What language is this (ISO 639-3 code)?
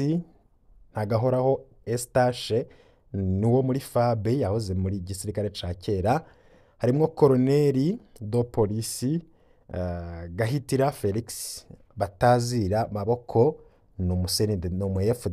run